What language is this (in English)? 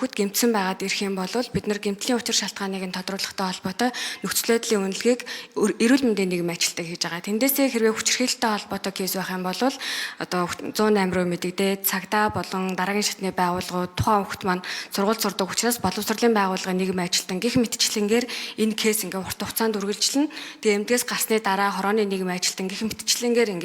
Mongolian